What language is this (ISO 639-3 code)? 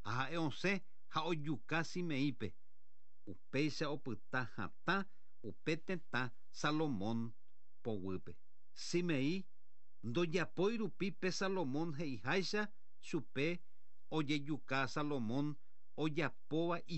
grn